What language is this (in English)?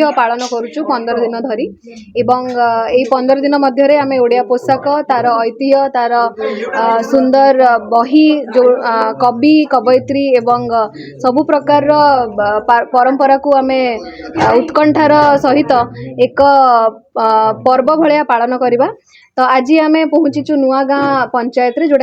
Odia